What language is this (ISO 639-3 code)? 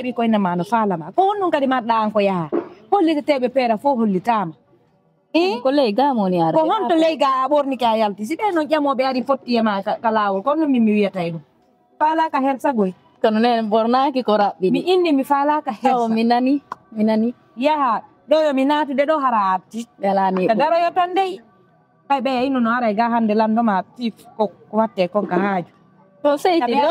ful